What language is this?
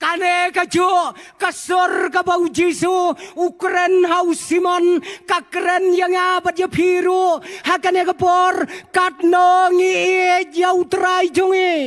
Khasi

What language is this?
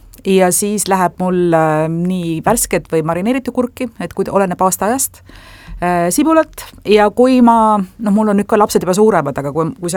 Estonian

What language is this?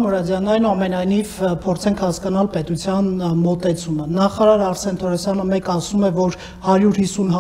Armenian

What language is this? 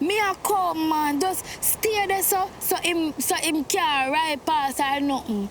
Jamaican Creole English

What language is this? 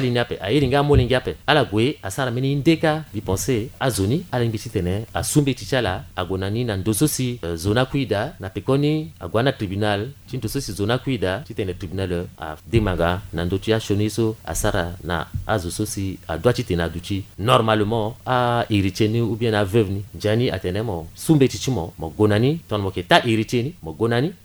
Sango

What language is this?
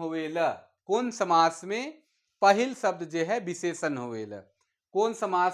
Sadri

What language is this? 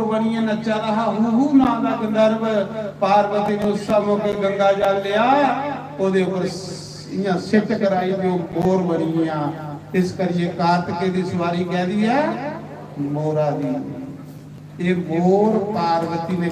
Dogri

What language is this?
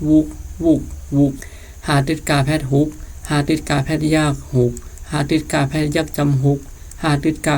Shan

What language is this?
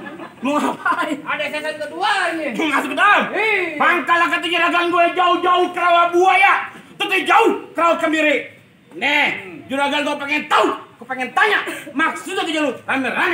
Betawi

